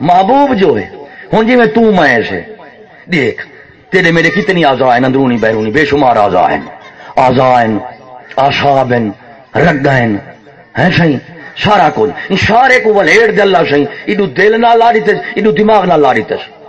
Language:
Saraiki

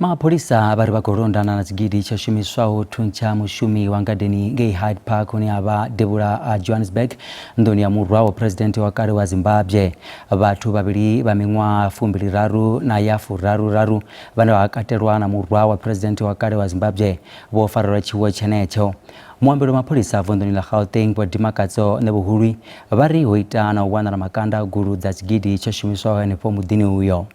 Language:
Venda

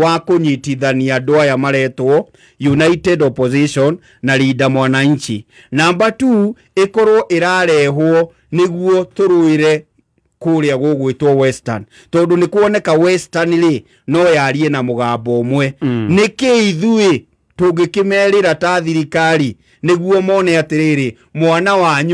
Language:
Kikuyu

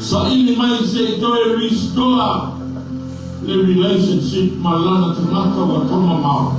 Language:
Samoan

